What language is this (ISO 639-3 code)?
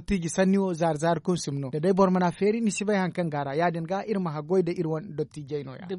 dje